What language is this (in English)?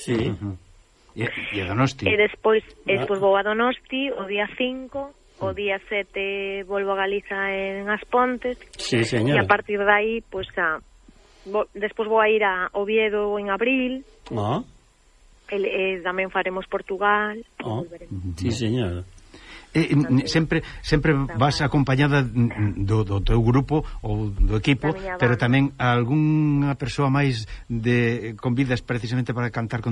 Galician